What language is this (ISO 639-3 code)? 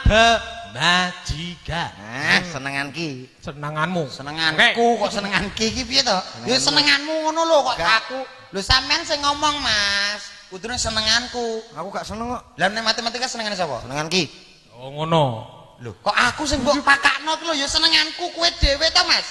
jav